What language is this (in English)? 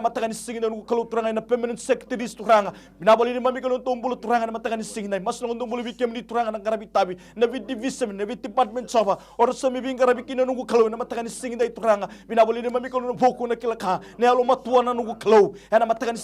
Fijian